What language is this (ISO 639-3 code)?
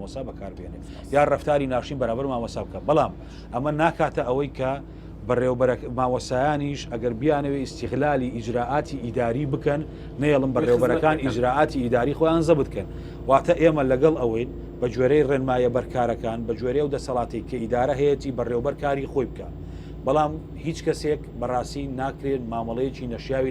ckb